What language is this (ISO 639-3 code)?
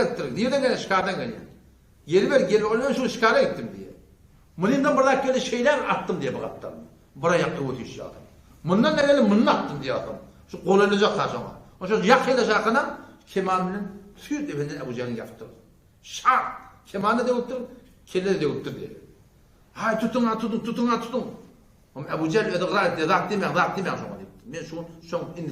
tuk